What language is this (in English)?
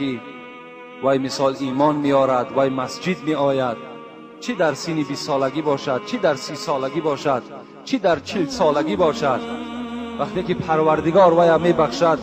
Tajik